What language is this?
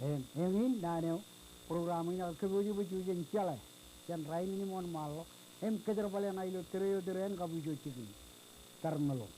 Marshallese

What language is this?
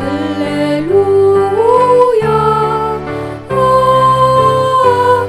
Pampanga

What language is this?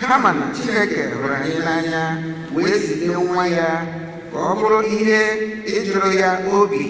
Igbo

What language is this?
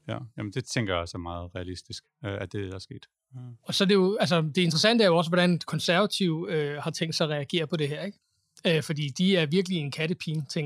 Danish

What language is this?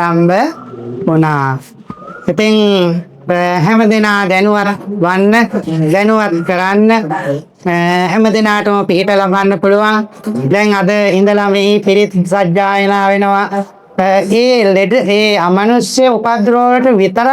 Sinhala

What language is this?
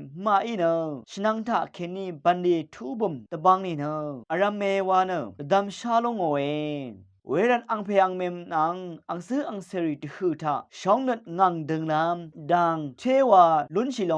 Rawang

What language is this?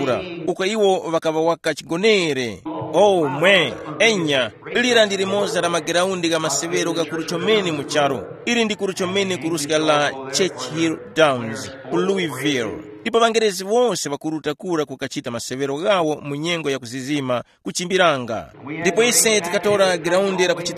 Tumbuka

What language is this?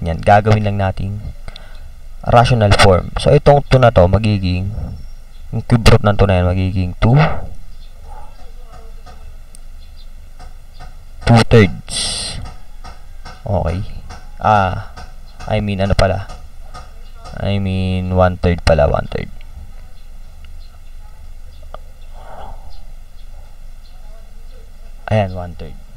Filipino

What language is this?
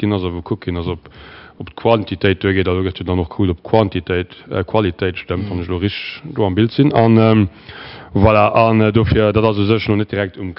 Luxembourgish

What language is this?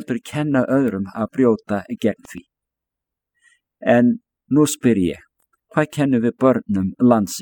Icelandic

